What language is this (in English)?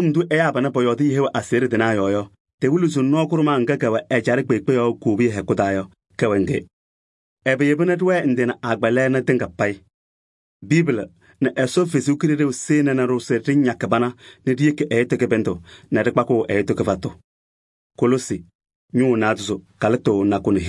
Kabiyè